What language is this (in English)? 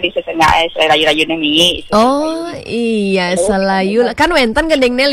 Balinese